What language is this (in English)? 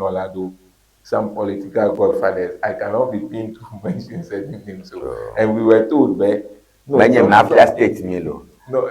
Ewe